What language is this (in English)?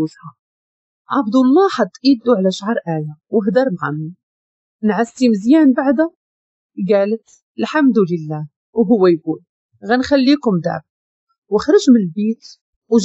Moroccan Arabic